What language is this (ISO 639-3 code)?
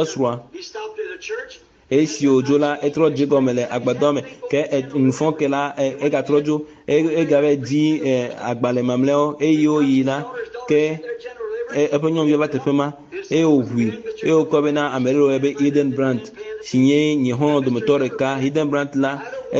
ewe